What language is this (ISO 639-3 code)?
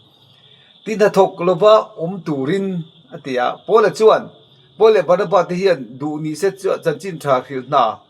lus